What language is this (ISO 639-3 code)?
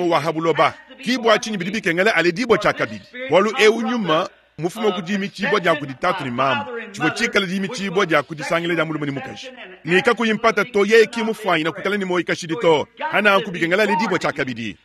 lua